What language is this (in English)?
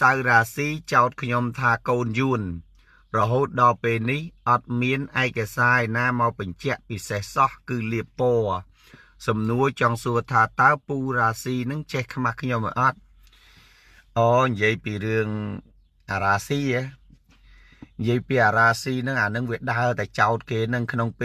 Khmer